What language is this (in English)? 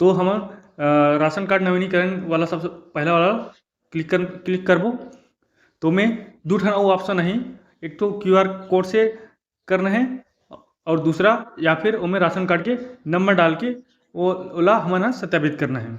Chhattisgarhi